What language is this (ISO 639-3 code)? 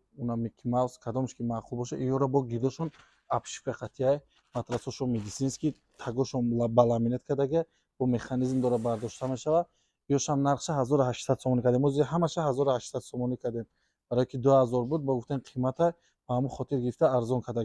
tgk